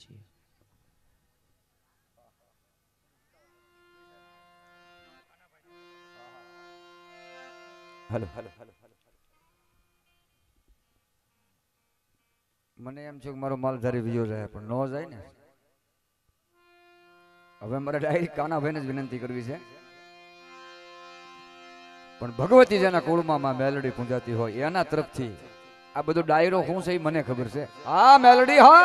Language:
Gujarati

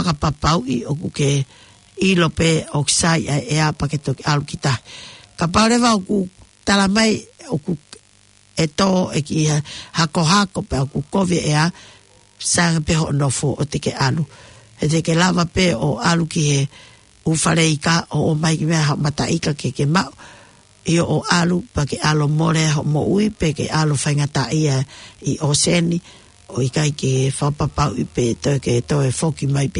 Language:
Tongan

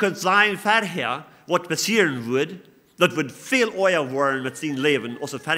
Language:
Plautdietsch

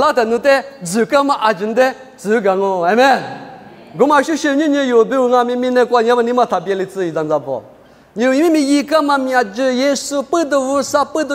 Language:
Lisu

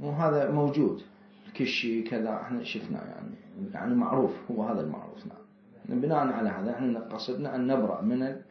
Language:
Mesopotamian Arabic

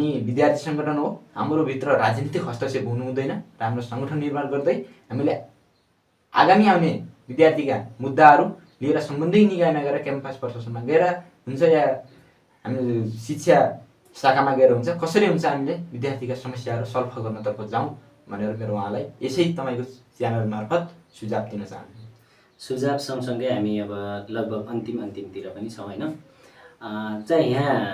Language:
Nepali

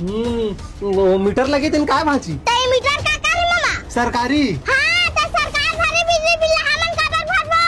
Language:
Chhattisgarhi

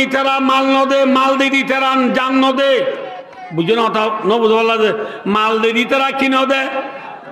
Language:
Rohingya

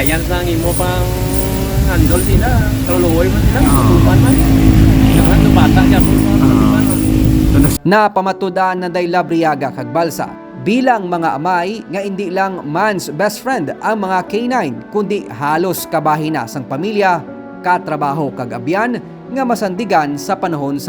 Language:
Hiligaynon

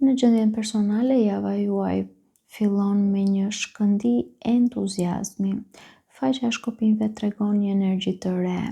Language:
Albanian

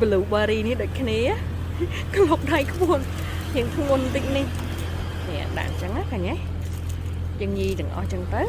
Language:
Khmer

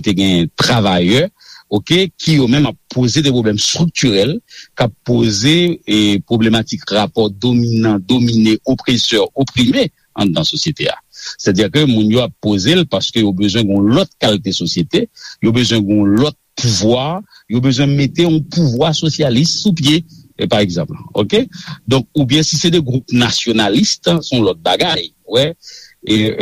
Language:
Haitian Creole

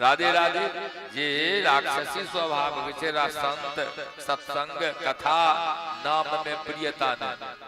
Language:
Maithili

